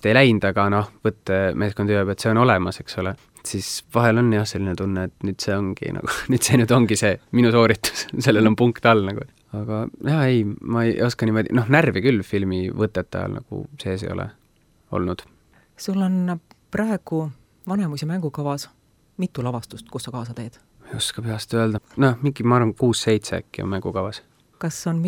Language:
Estonian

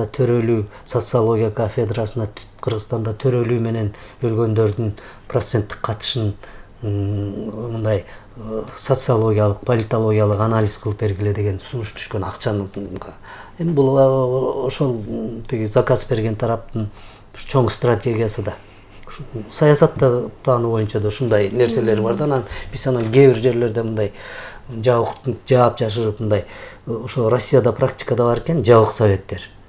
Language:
Kyrgyz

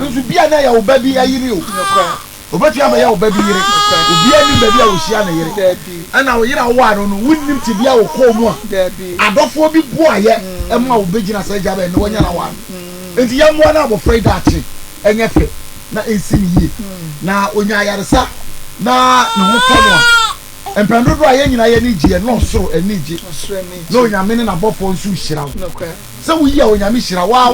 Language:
Akan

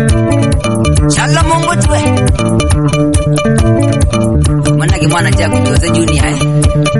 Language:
Swahili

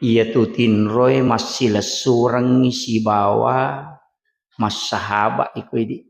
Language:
Buginese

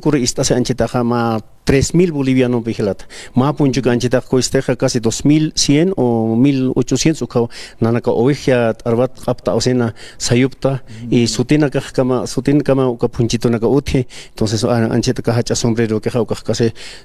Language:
Aymara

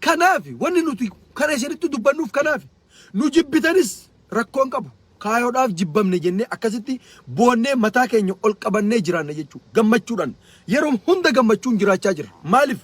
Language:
Oromo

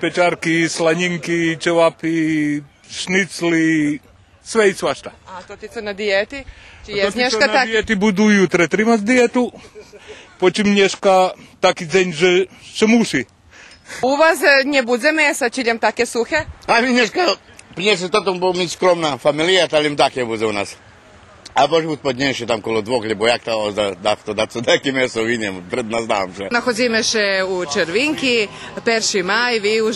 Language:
Rusyn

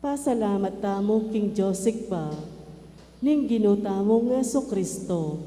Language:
Pampanga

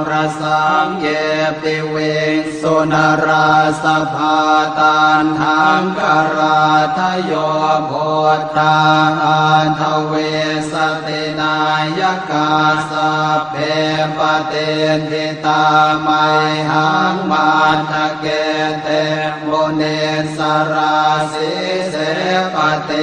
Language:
Pali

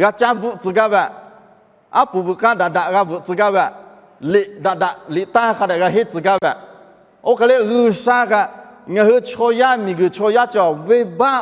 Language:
Lahu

